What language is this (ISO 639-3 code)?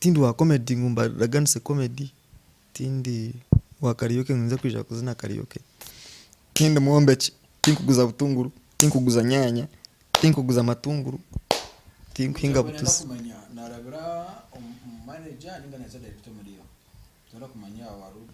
nyn